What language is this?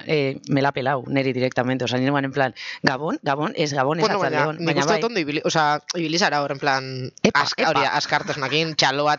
Basque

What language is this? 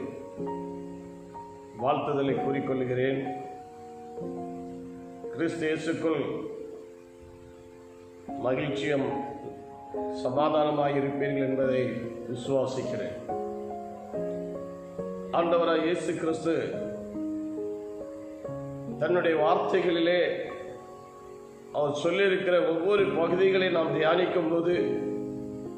Tamil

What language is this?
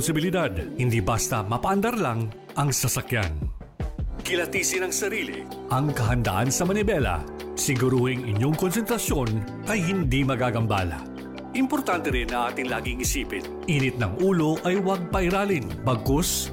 Filipino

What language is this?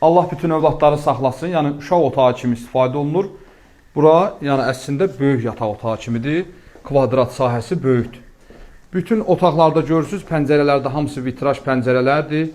Azerbaijani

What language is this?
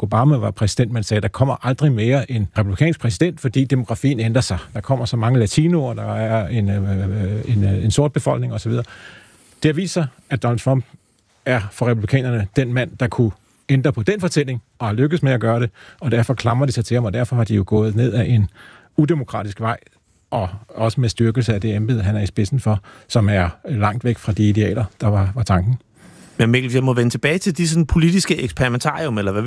Danish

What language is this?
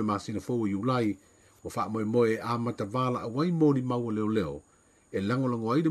Samoan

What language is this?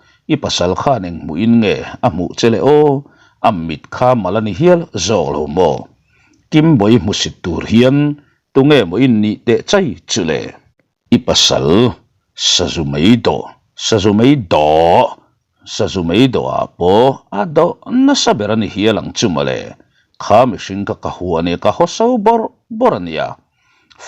Mizo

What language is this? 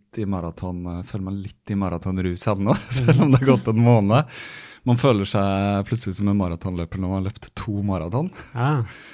Norwegian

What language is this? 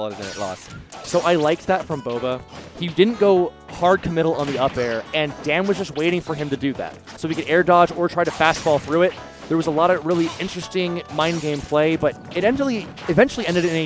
English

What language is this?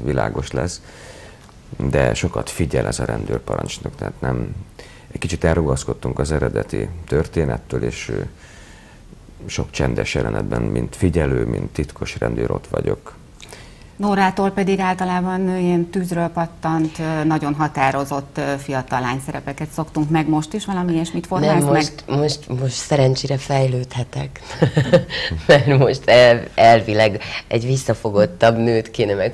Hungarian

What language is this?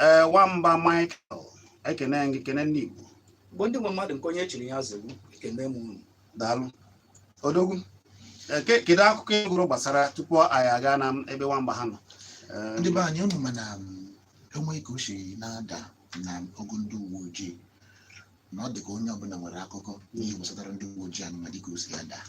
Igbo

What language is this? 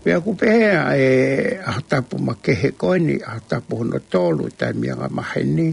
Tongan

